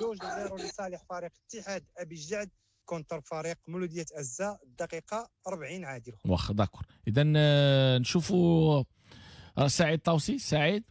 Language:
Moroccan Arabic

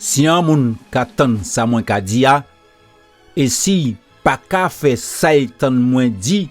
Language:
Guadeloupean Creole French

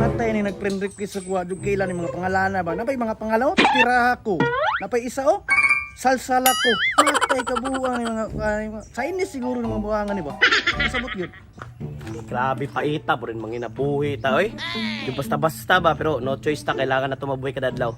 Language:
Cebuano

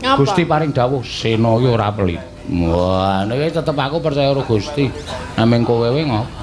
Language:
Javanese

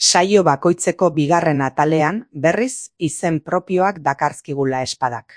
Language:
Basque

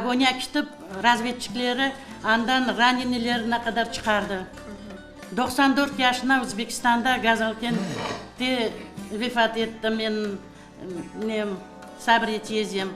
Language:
Crimean Tatar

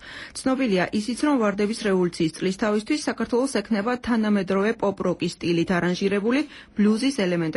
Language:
Georgian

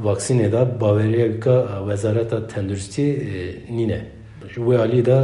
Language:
Kurdish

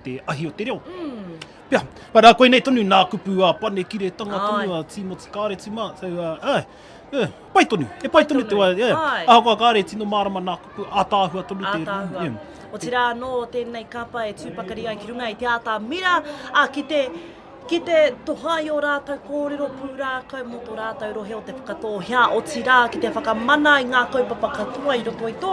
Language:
Māori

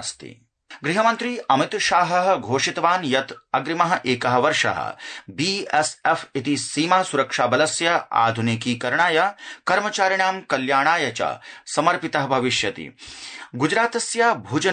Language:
Sanskrit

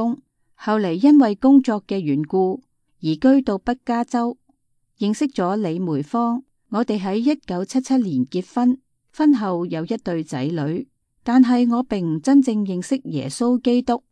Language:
Cantonese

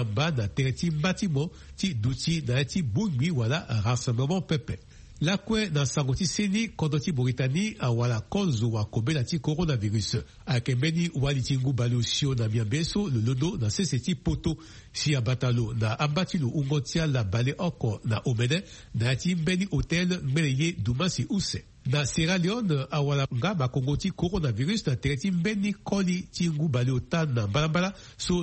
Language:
Sango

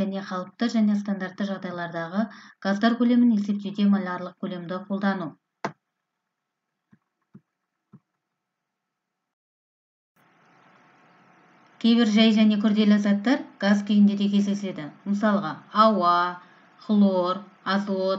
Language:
Kazakh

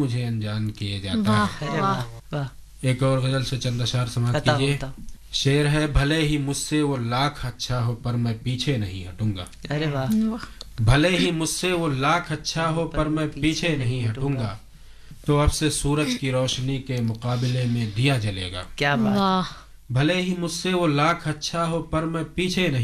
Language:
Urdu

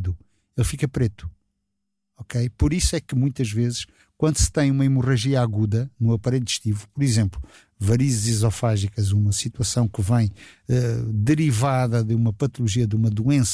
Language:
Portuguese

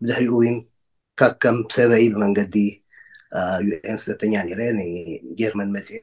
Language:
Tigrinya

